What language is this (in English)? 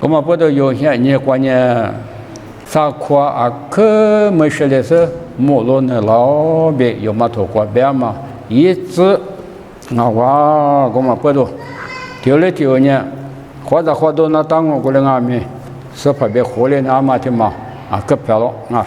Lisu